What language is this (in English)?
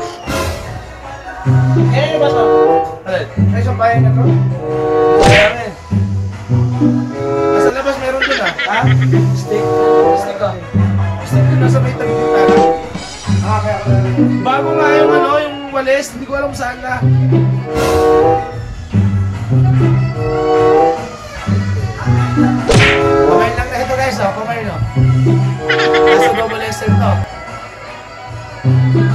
Filipino